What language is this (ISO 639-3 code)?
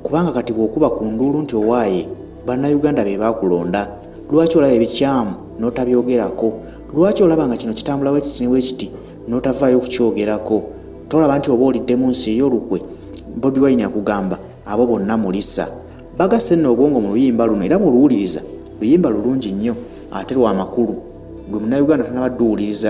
lug